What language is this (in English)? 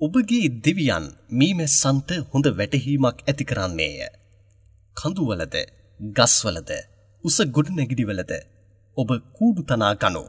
Sinhala